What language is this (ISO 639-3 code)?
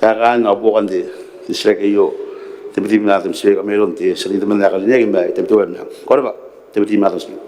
gil